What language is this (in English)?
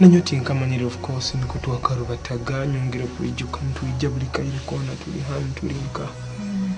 Nyoro